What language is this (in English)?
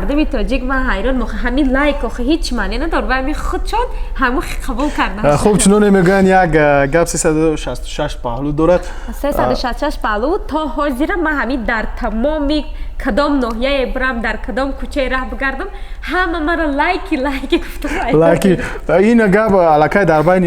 Tajik